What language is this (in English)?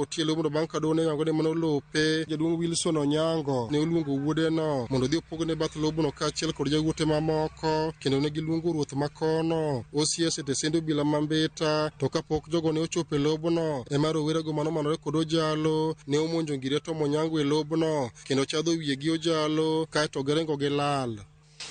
Luo (Kenya and Tanzania)